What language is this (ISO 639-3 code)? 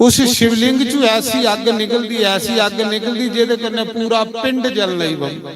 doi